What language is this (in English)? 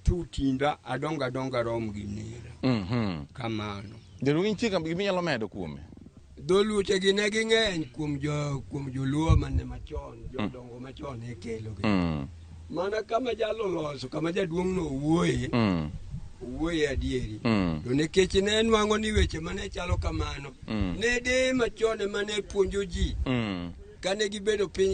Luo (Kenya and Tanzania)